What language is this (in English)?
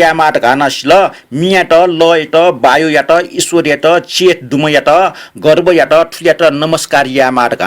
Newari